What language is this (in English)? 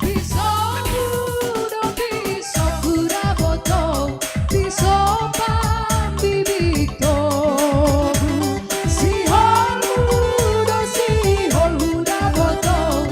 Batak Simalungun